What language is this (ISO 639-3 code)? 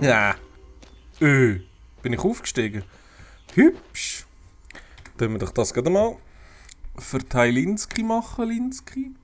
gsw